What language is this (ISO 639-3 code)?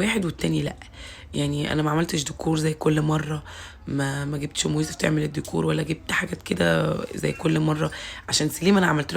arz